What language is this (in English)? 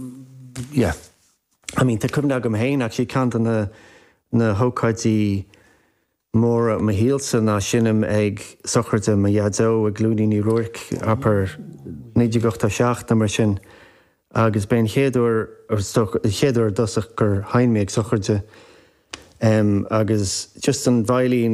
Irish